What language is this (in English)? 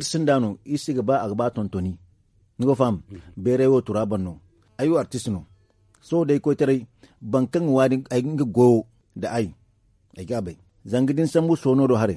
Zarma